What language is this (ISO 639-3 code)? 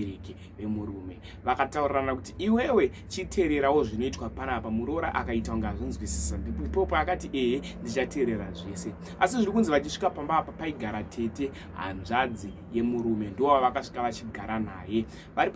sna